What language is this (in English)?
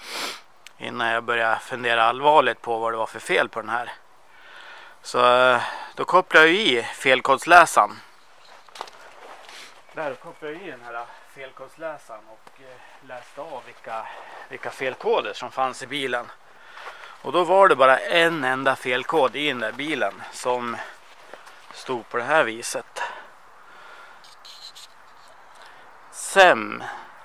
Swedish